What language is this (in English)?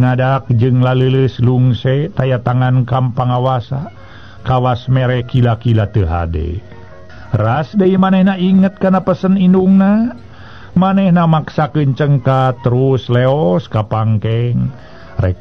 Sundanese